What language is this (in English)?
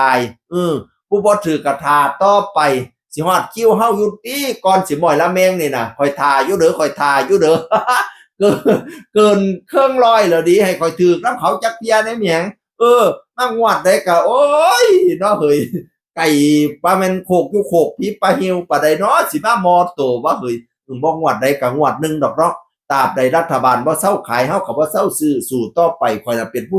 Northeastern Thai